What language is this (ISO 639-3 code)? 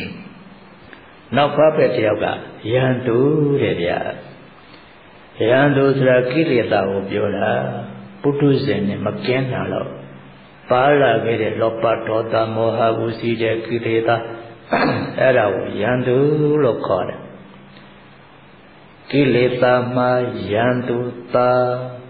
mya